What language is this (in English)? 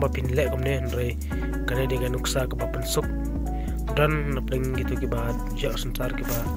Khasi